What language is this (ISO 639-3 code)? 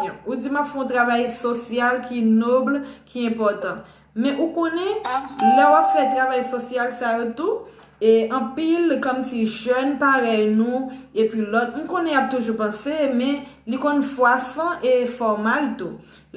hat